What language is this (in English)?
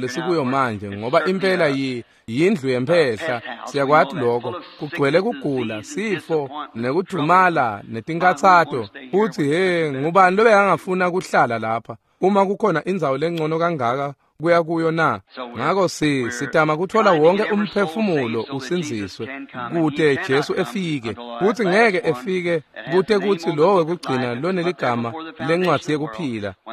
Swati